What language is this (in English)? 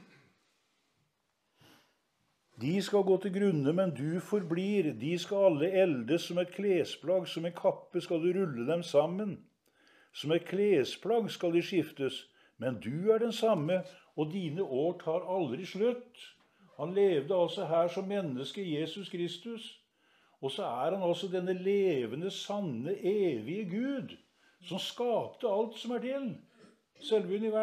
Norwegian